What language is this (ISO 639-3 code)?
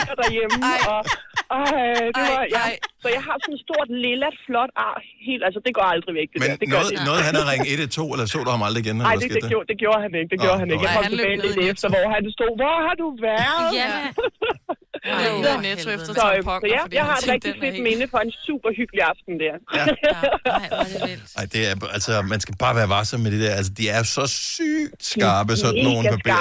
dan